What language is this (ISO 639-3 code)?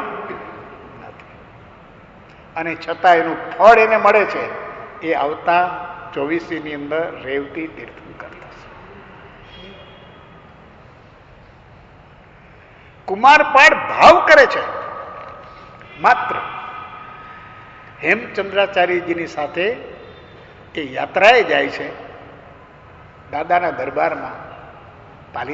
guj